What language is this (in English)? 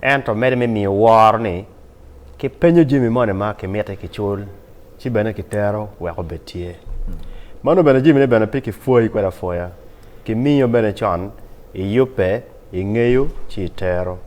Acoli